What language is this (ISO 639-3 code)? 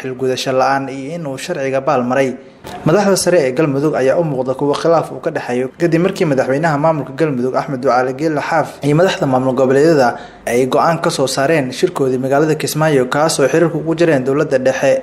som